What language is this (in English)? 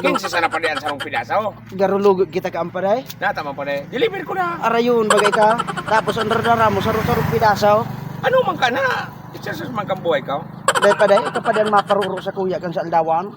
Bikol